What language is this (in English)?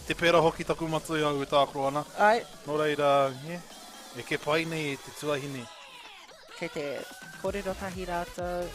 Māori